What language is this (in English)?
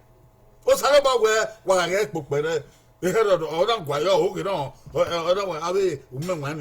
Bini